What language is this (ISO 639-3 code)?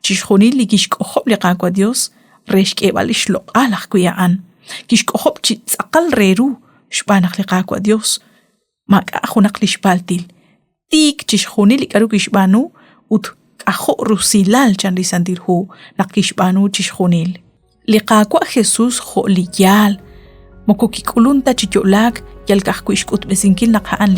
kek